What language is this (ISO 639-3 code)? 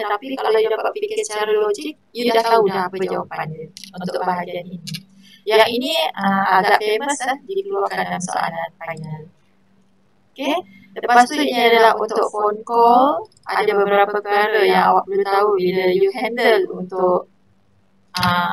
msa